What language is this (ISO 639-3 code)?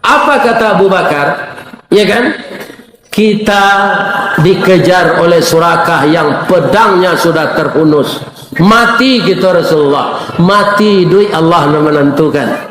min